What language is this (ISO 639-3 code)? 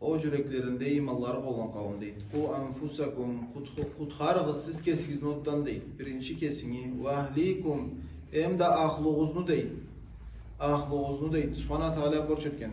krc